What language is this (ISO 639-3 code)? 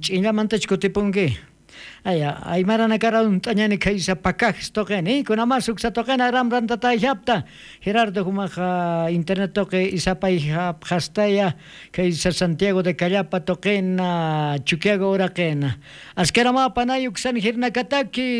quh